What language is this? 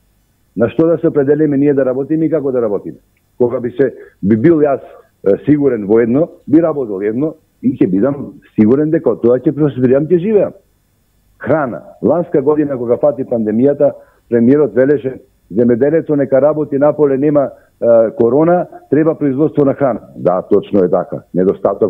Macedonian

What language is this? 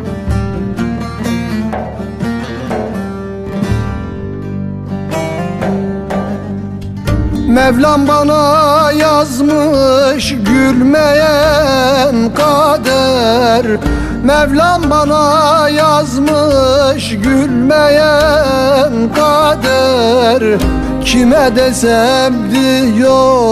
Turkish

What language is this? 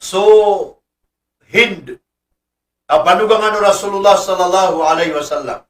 Maranao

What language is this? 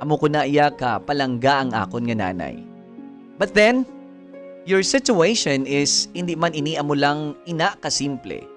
Hiligaynon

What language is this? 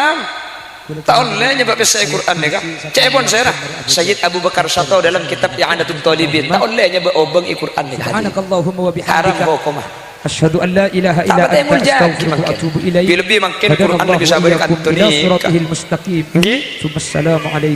Madurese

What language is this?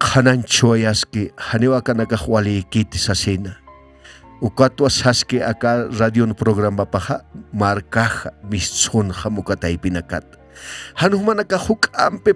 Aymara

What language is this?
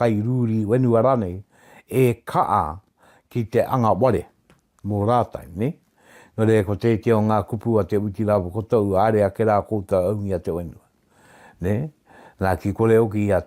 Māori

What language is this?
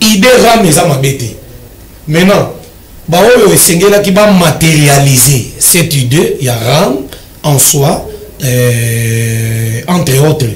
Lingala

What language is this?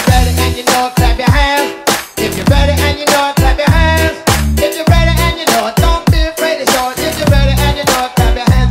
English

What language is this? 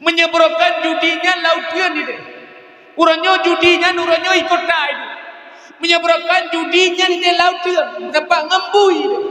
Achinese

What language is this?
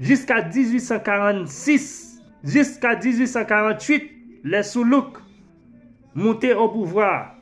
Haitian Creole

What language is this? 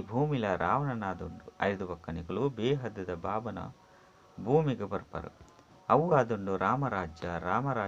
Tulu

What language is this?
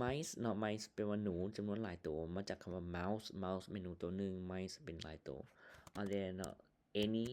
Lao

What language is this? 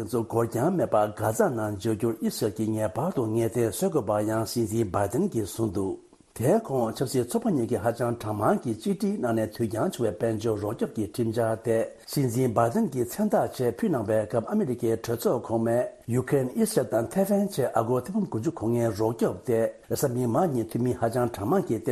Tibetan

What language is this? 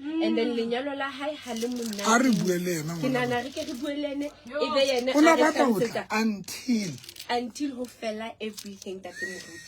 Southern Sotho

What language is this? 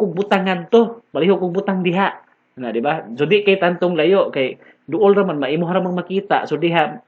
Cebuano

